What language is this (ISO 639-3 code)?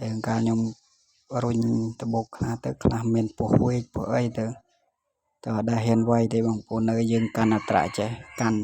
khm